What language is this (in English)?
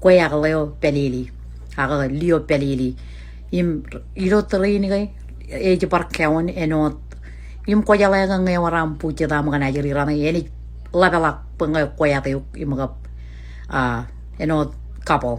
Marshallese